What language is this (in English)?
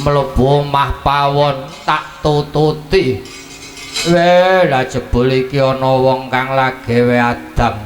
Javanese